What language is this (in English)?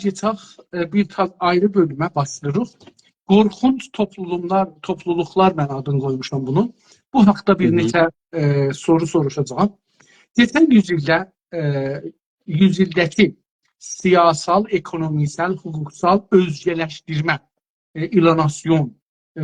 South Azerbaijani